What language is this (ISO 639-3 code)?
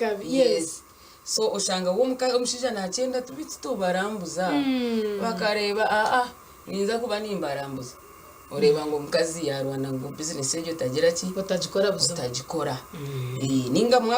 nyn